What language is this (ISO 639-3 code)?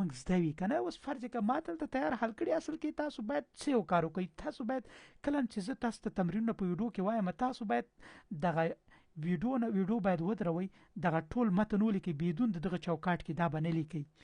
pus